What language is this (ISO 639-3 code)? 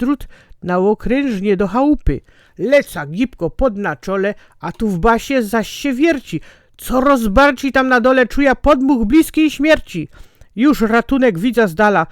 szl